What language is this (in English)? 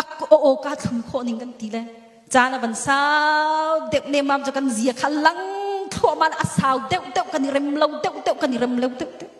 Hakha Chin